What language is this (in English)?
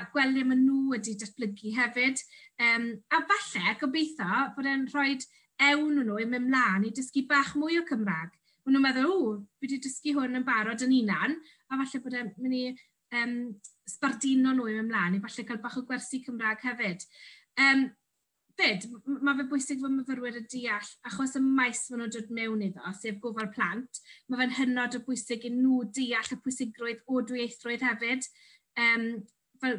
Welsh